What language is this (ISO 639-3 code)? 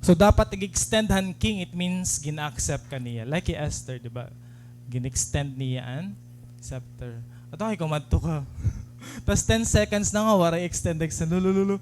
war